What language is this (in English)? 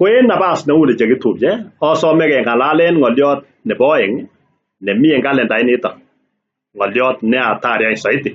Kalenjin